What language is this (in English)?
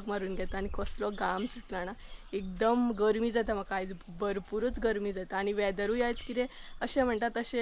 Konkani